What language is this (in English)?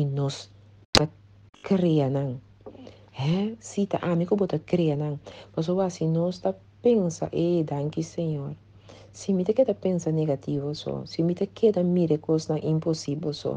Papiamento